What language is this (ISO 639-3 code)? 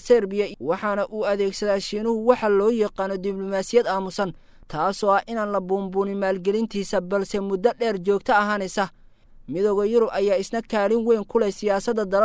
som